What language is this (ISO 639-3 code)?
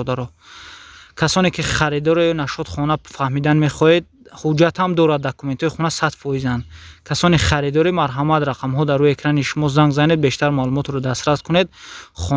tgk